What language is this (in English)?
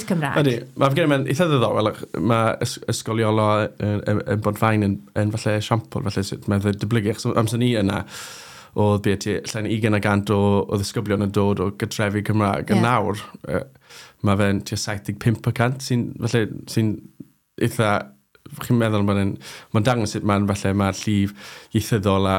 Welsh